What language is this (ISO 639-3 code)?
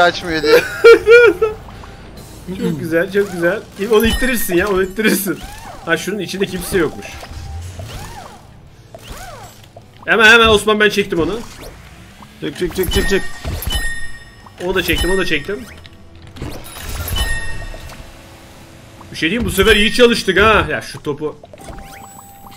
tur